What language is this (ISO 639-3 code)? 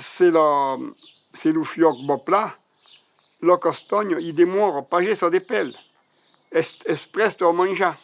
oci